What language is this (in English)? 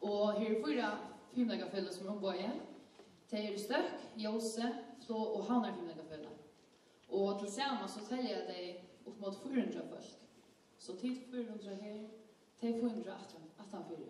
Faroese